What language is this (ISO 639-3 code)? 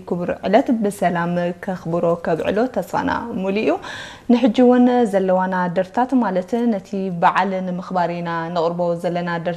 tir